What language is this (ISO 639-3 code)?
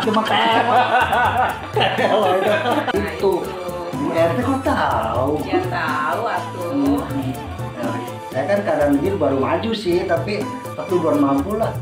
bew